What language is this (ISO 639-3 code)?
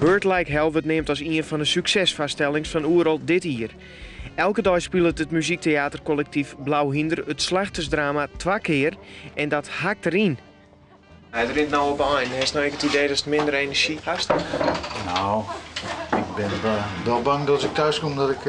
fry